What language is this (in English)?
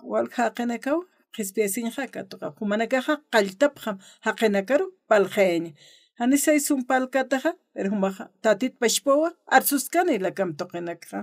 Aymara